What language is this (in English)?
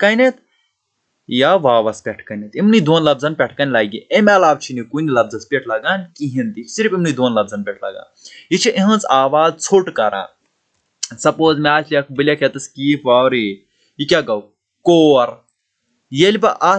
Kashmiri